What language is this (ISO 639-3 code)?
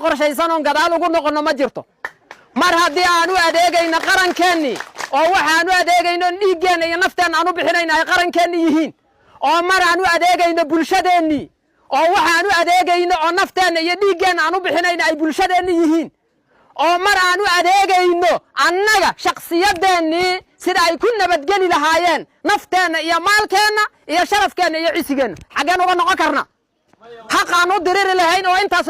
som